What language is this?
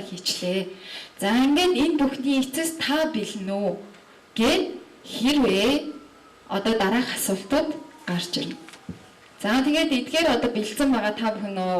Mongolian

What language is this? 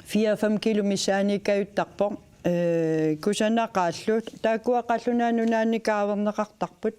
Kalaallisut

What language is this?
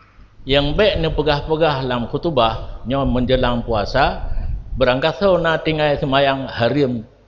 Achinese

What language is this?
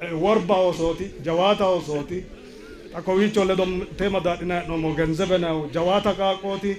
Sidamo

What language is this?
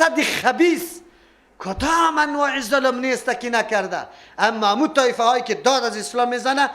Persian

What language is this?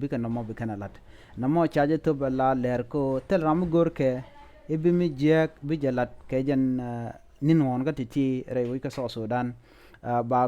Nuer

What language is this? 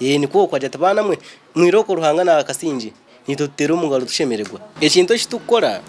Nyankole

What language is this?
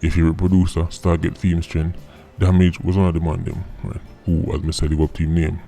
Jamaican Creole English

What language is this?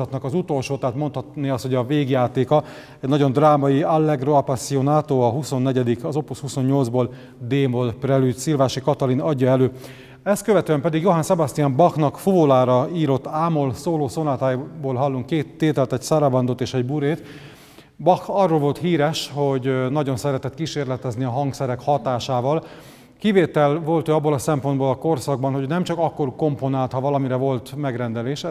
Hungarian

